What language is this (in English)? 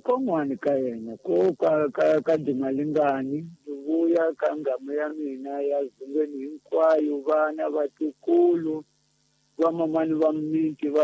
Tsonga